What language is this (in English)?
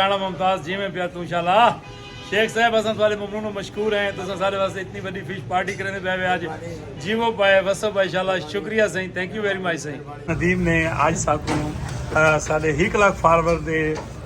Saraiki